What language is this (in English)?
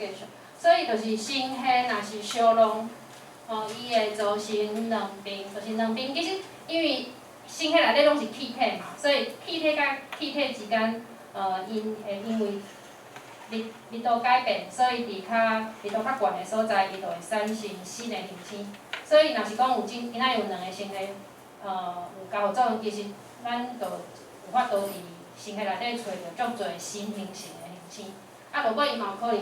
Min Nan Chinese